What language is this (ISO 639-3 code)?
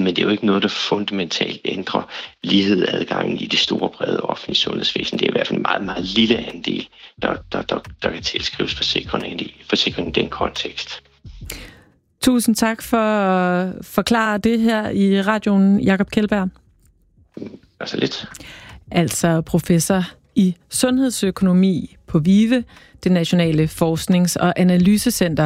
dan